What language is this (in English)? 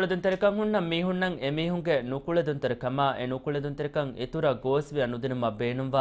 Divehi